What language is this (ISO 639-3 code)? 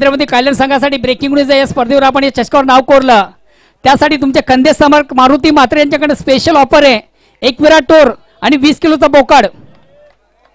mar